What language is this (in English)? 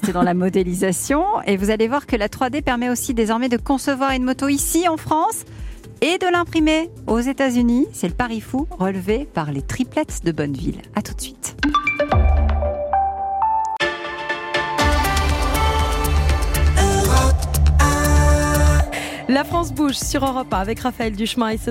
French